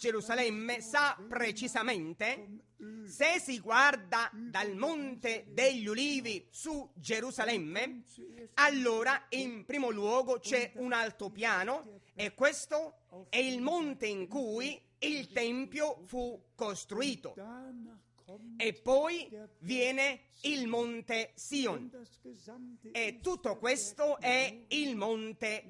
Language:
Italian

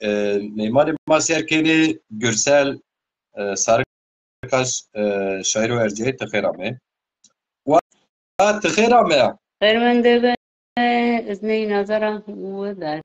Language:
Zaza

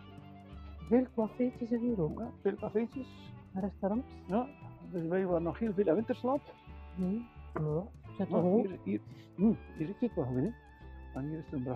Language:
Dutch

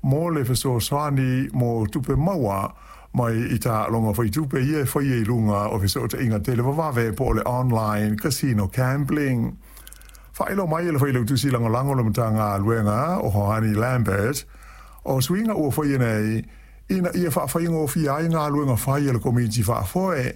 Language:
Samoan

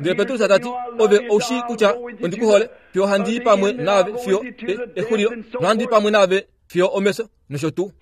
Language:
Kuanyama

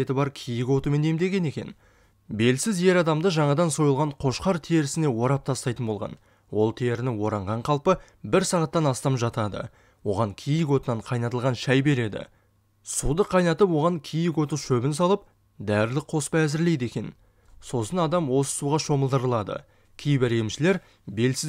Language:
Kazakh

